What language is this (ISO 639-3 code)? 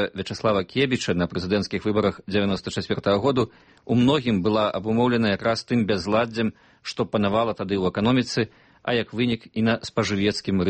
bel